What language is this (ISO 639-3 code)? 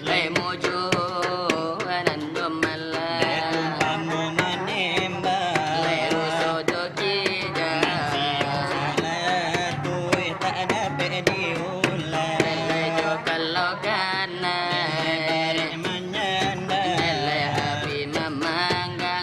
min